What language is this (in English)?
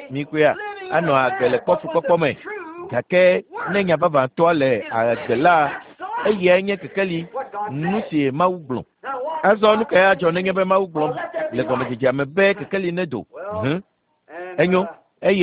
Ewe